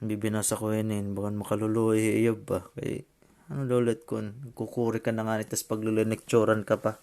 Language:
Waray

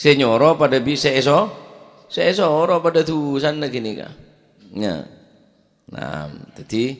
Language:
Madurese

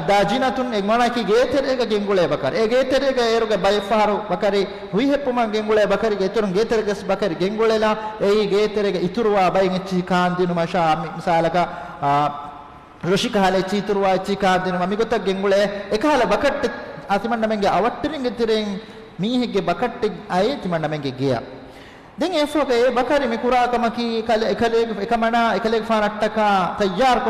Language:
Divehi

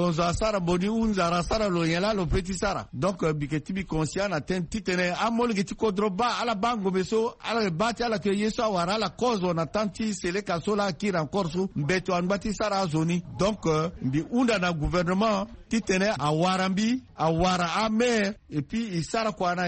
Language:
Sango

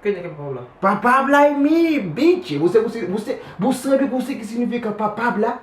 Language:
Kabuverdianu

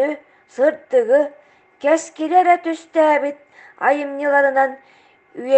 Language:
Yakut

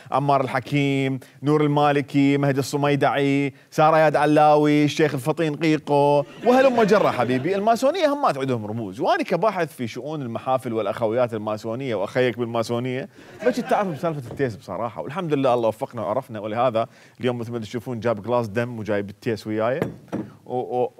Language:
Mesopotamian Arabic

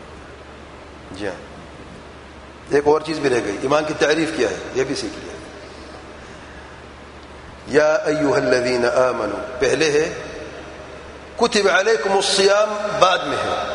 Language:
Urdu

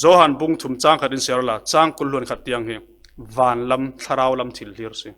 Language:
Falam Chin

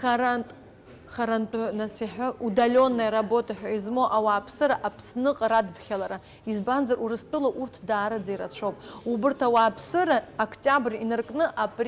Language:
Abkhazian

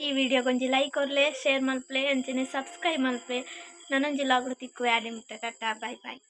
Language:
Tulu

